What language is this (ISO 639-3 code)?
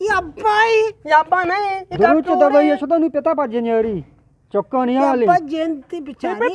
bgp